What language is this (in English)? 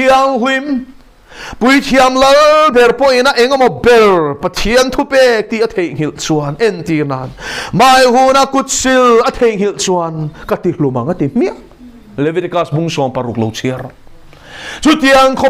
Mizo